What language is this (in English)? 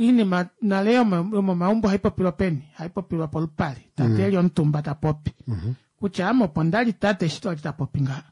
Kuanyama